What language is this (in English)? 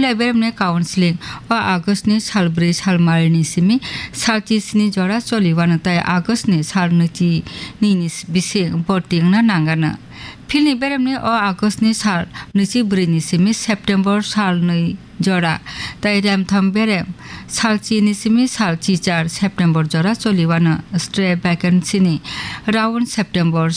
Kok Borok